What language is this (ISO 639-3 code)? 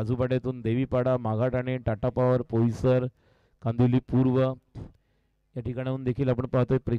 mar